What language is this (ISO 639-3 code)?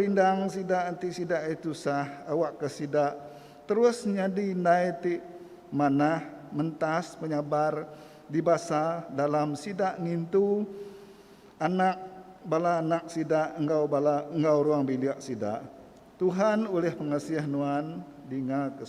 iba